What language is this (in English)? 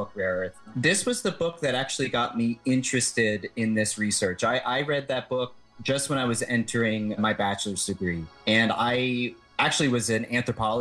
English